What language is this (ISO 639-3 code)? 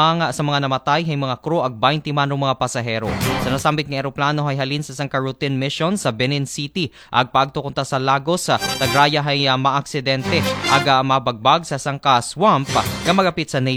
akl